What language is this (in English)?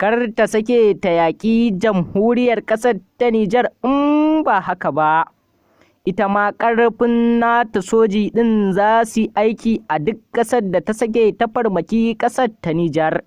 Hausa